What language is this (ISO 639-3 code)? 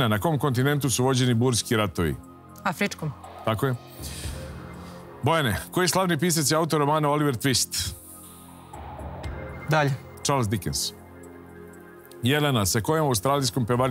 srp